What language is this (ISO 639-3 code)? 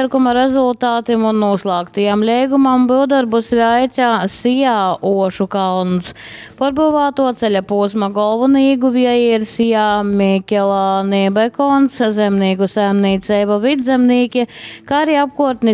ltg